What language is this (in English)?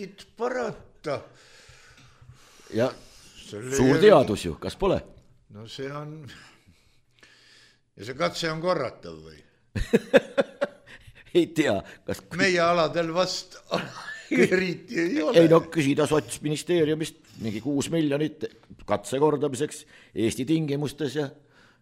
Estonian